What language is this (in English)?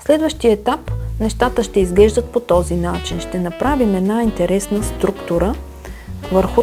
Bulgarian